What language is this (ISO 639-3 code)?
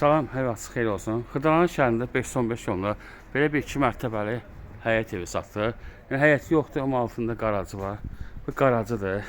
aze